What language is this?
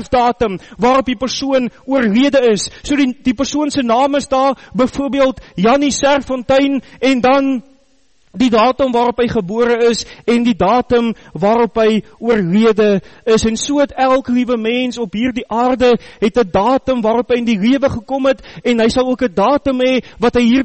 Afrikaans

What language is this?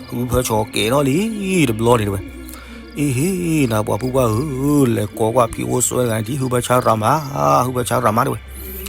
S'gaw Karen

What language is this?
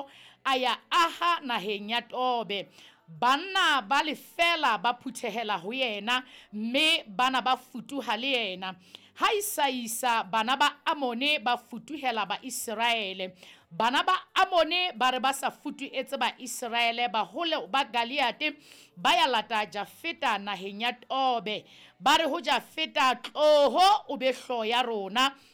Southern Sotho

